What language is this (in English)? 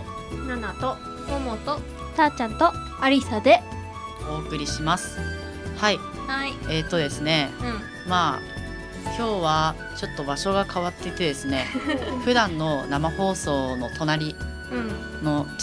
Japanese